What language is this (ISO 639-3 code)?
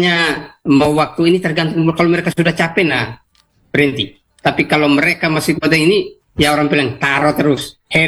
ind